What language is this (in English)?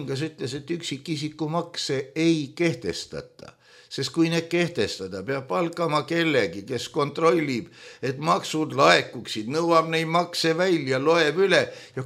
Estonian